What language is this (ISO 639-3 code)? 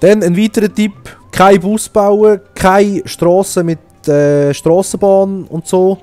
gsw